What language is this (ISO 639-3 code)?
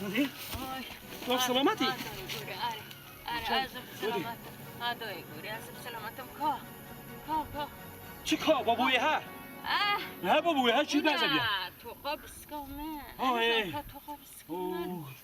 kur